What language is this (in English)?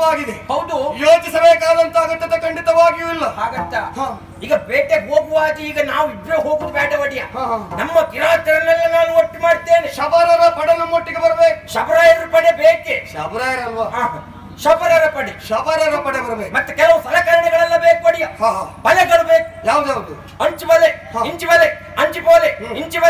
Kannada